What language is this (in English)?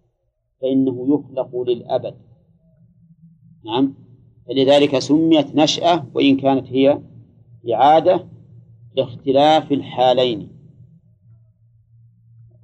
Arabic